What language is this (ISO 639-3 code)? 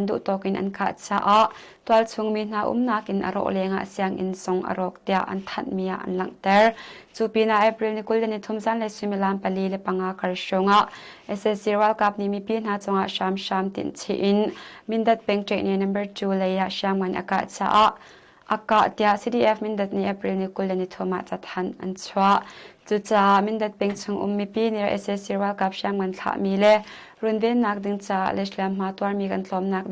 cnh